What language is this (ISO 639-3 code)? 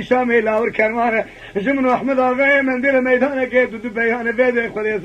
kur